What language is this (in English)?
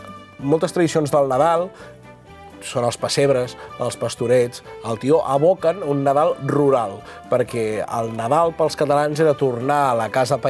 Catalan